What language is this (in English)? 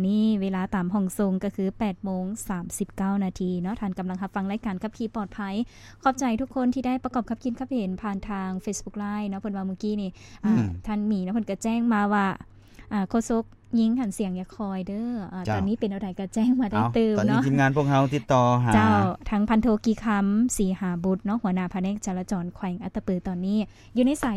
Lao